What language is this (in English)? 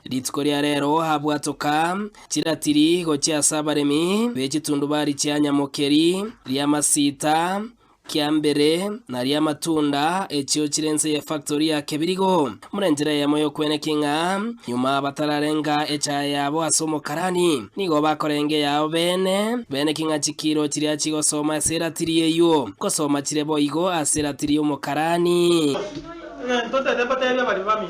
Gusii